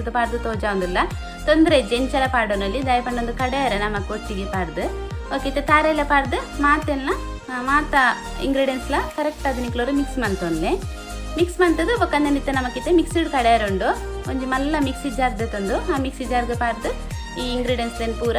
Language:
Tulu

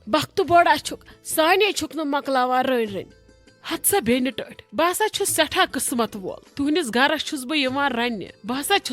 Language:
Kashmiri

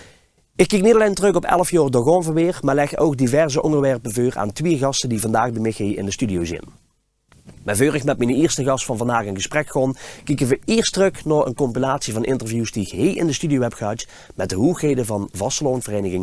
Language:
Limburgish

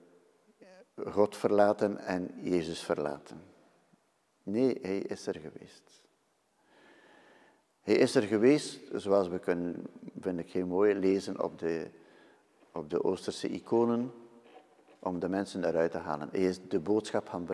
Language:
Dutch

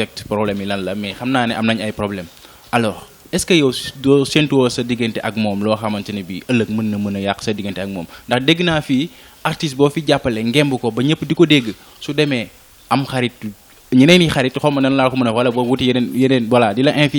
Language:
Wolof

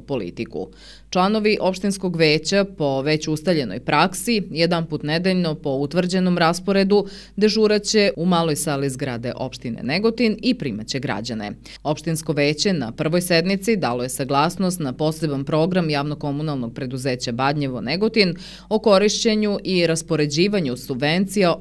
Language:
Serbian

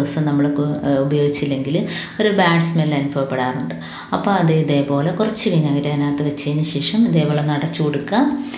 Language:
Malayalam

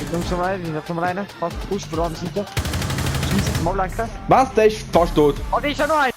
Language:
Swiss German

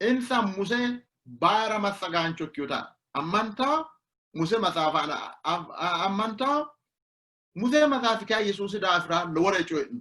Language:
Sidamo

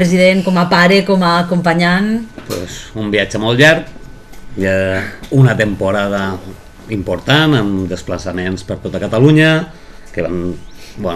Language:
Catalan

